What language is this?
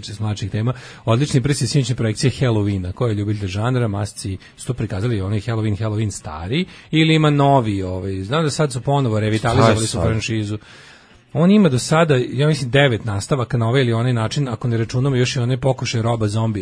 Serbian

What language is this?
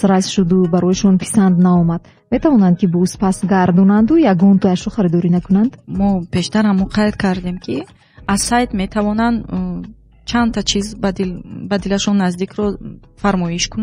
Tajik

